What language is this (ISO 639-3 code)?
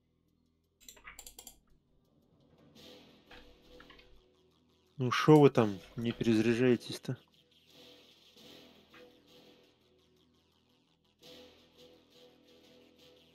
rus